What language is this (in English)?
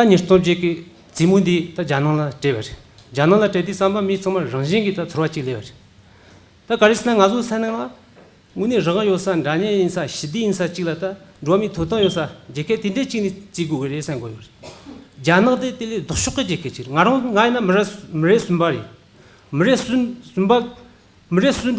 Tibetan